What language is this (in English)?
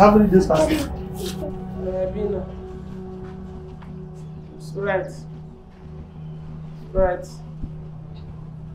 English